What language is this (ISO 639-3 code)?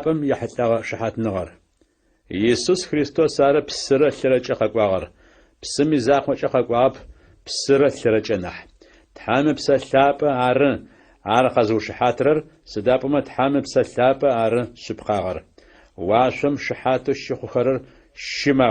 ady